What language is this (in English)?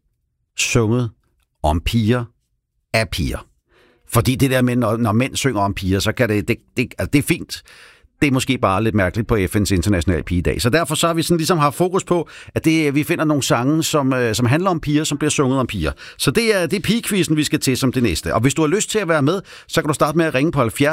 Danish